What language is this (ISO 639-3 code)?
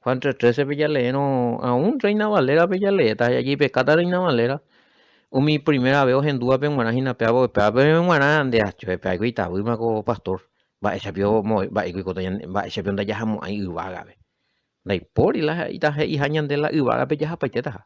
grn